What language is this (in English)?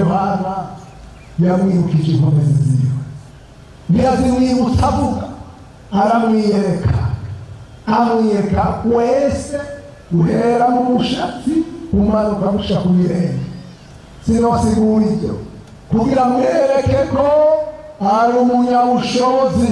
Rundi